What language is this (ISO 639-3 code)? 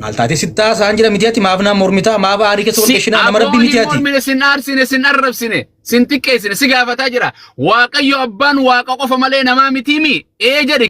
orm